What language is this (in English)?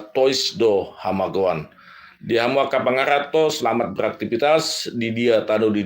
Batak Toba